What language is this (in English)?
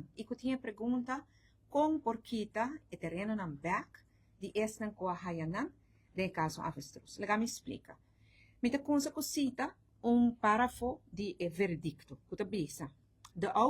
Papiamento